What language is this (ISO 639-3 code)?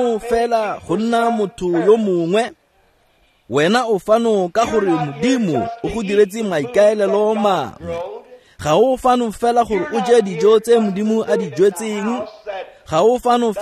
tsn